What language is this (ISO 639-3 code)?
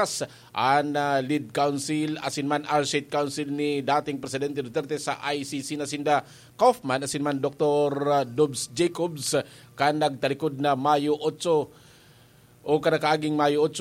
bik